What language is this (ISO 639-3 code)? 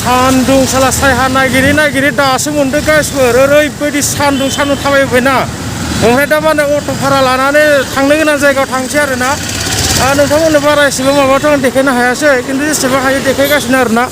brx